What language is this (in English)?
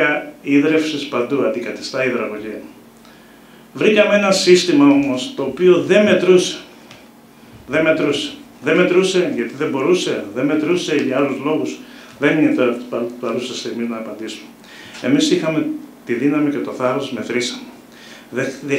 Greek